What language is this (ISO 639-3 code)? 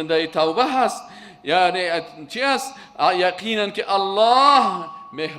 fas